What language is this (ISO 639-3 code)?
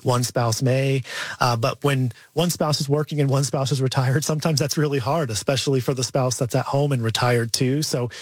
eng